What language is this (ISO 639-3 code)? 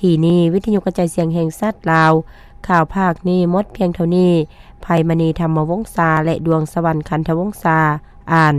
lao